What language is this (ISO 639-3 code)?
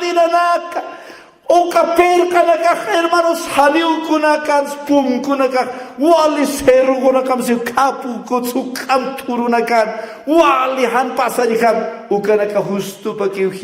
aym